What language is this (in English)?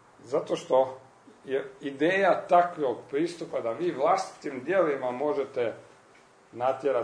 Croatian